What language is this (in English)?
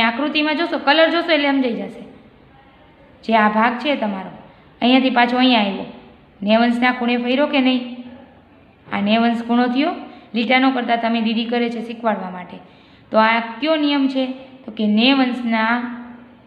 Gujarati